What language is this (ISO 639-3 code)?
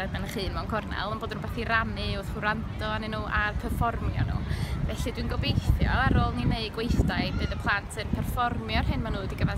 cym